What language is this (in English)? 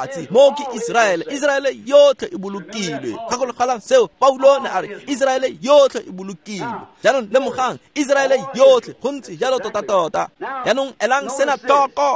Tswana